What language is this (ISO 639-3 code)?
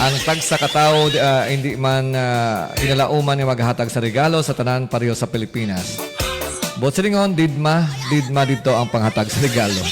hil